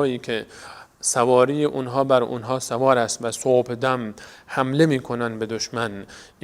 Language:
Persian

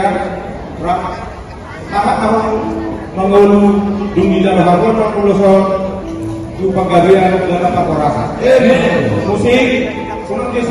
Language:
Batak Toba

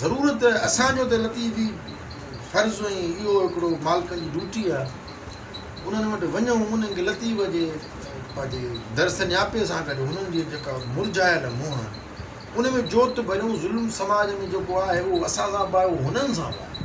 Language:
Sindhi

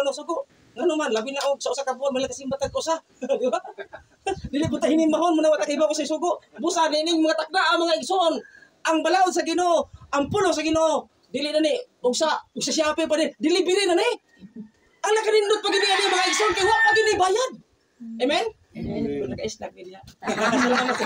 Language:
Cebuano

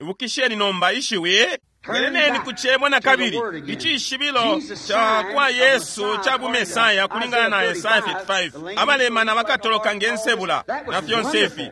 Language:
Bemba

